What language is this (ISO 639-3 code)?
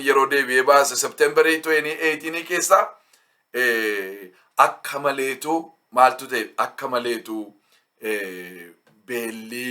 orm